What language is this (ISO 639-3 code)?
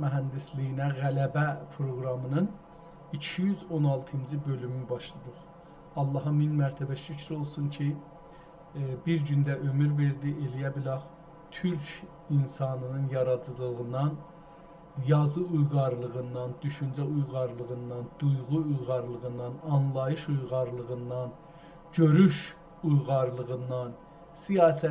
azb